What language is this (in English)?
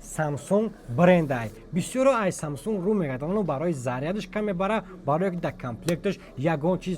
Tajik